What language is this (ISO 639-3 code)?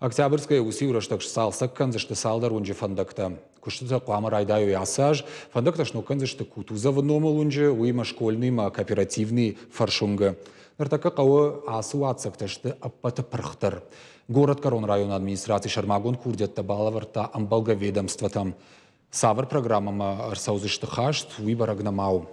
oss